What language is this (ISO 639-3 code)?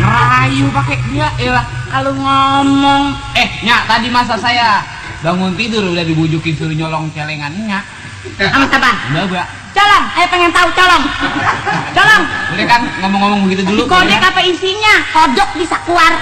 bew